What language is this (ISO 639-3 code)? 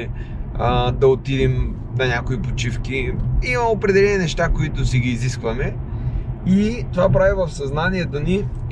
bul